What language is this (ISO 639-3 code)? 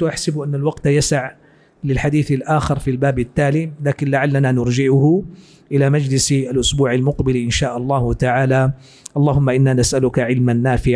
ara